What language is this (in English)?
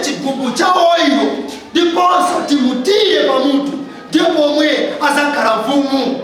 Nyanja